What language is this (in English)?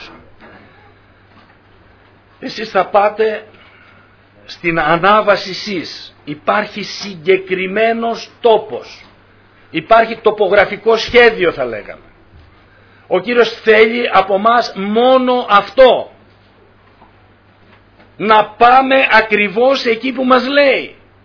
Greek